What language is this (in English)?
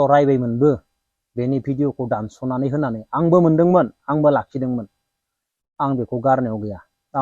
Bodo